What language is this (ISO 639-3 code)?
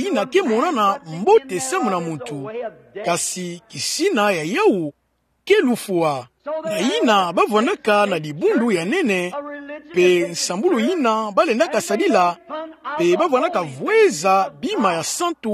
ktu